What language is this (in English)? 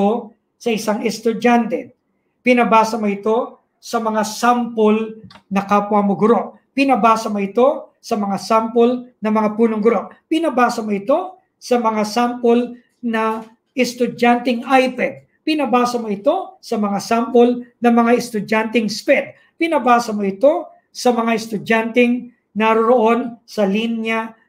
Filipino